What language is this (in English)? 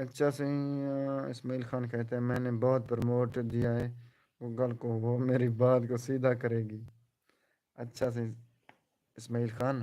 Saraiki